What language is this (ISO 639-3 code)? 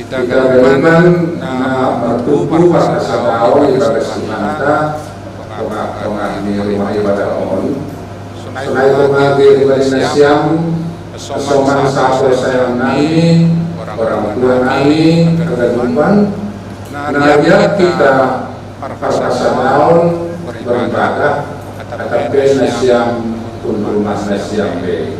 bts